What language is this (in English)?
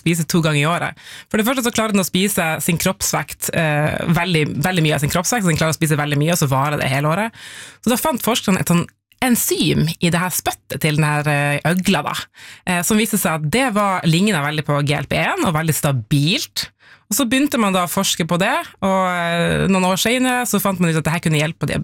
Norwegian